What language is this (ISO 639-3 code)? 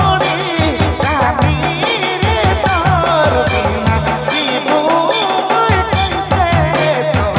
sck